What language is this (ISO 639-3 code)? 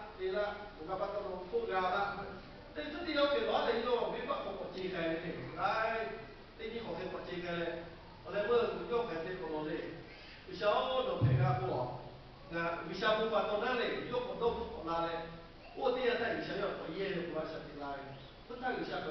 lhu